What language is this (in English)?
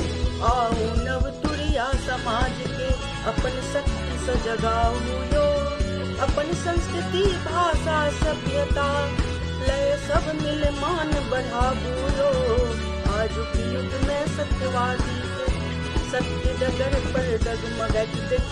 Maithili